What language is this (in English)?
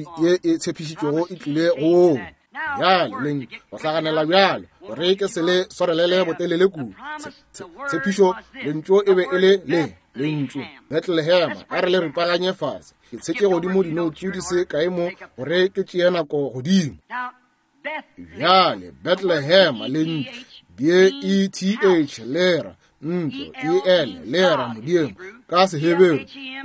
Northern Sotho